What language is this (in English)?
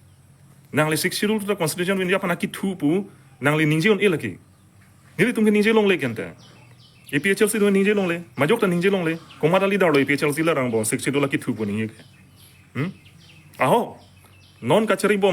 Karbi